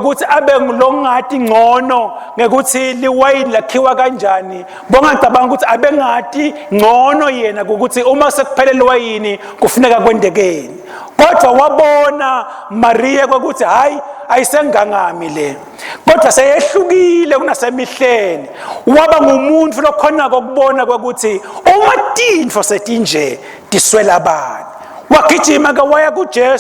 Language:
Swati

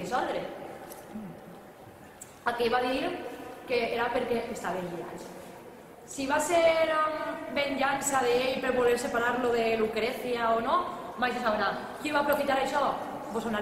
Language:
Catalan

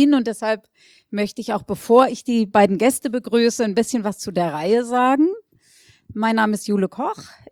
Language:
German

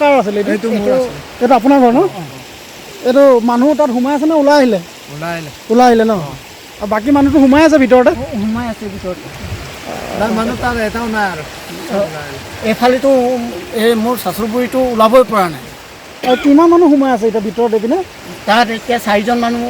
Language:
Assamese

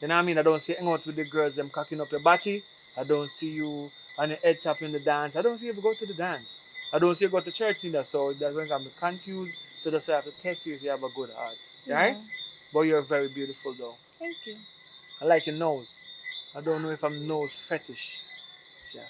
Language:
Jamaican Creole English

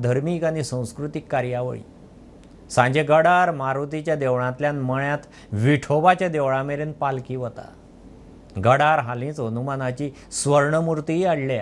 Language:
Konkani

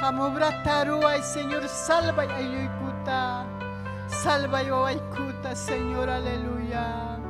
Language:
Ayacucho Quechua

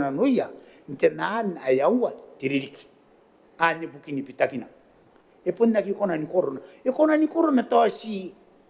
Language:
Gilbertese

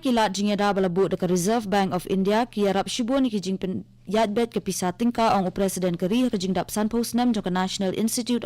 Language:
Khasi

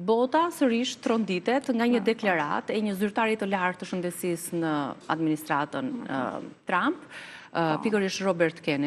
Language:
Albanian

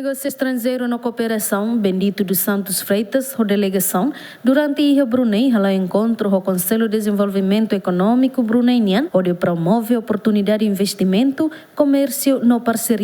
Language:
Tetum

